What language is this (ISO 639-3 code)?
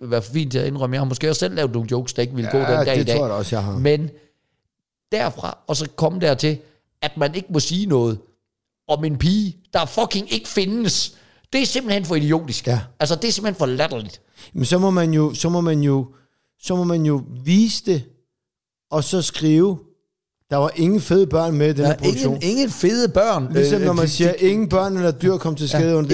dan